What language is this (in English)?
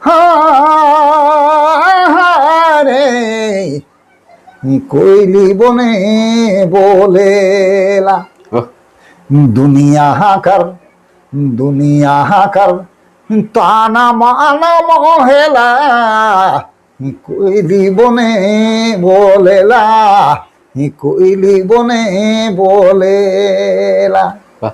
Sadri